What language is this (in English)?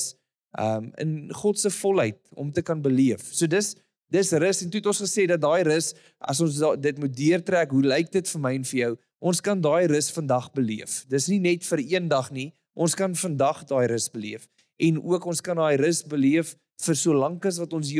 Afrikaans